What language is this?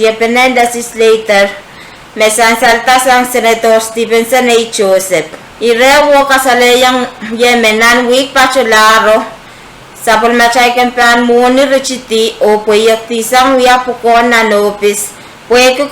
Pohnpeian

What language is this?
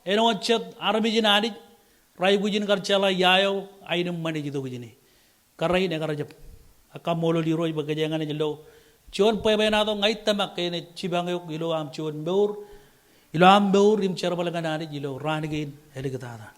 Marshallese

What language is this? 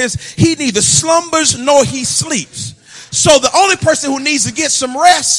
English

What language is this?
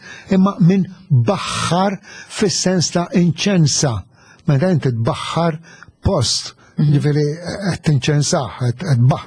Maltese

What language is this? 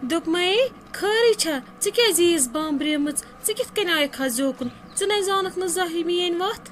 Kashmiri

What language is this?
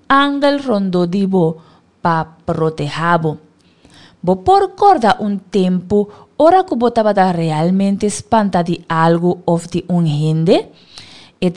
Papiamento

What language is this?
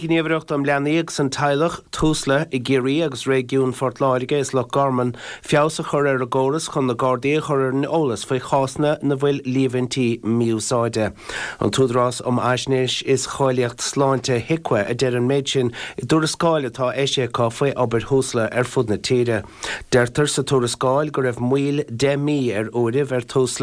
Irish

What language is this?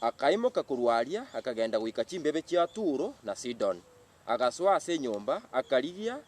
Gusii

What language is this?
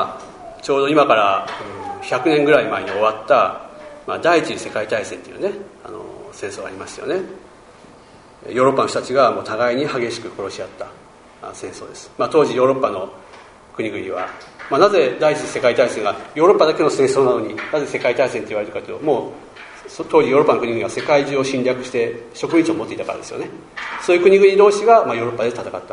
Japanese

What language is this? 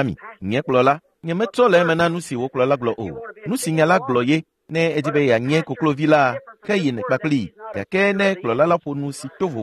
Ewe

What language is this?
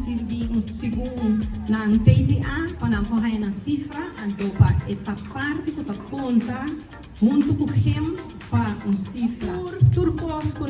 Papiamento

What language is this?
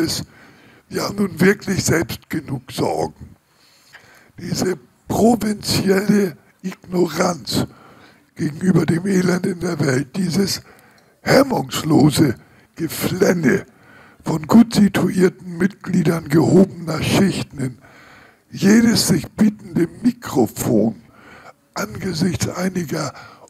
German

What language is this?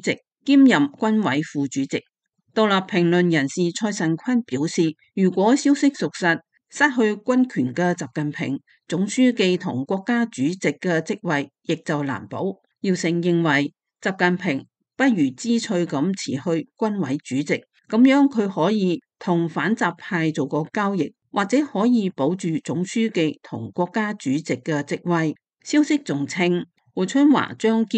Cantonese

